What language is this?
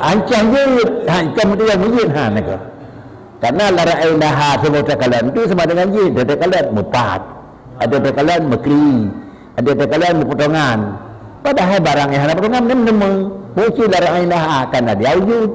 Achinese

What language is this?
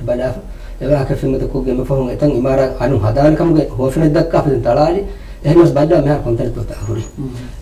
Divehi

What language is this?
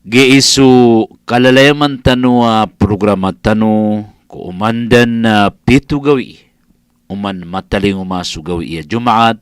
Maranao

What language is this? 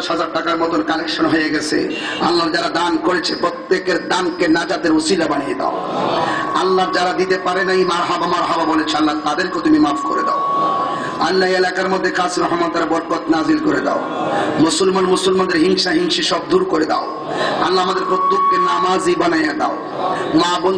Bangla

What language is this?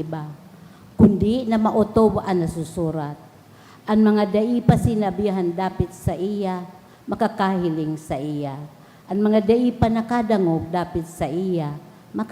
Bikol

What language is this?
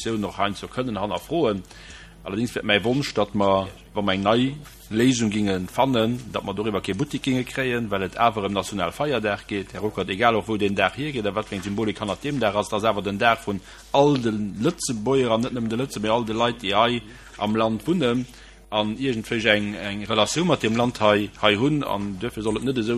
Luxembourgish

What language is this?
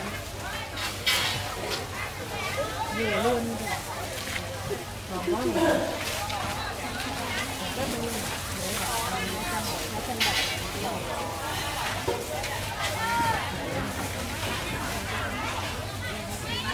Vietnamese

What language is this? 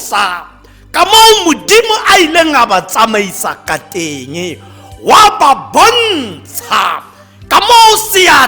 Tswana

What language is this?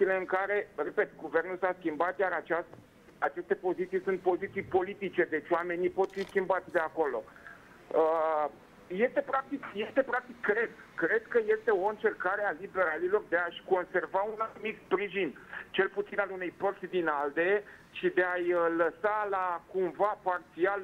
Romanian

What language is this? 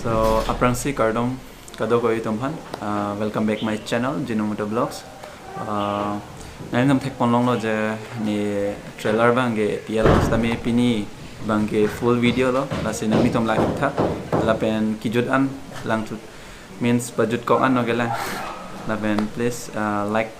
Karbi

